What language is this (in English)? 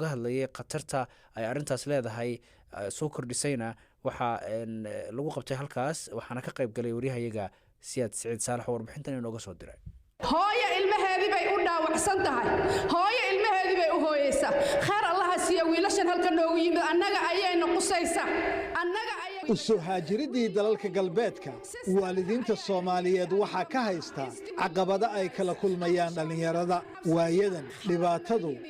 Somali